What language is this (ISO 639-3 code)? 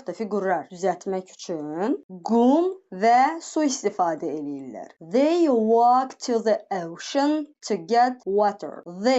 aze